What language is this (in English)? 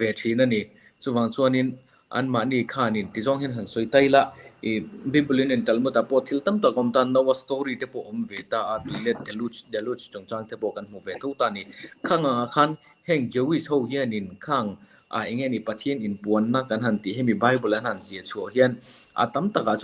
Mizo